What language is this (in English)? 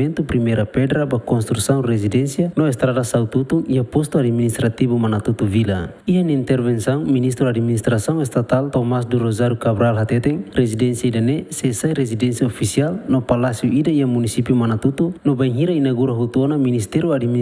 Tetum